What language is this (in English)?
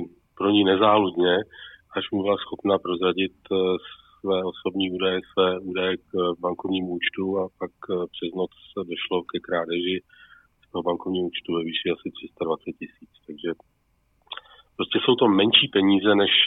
Czech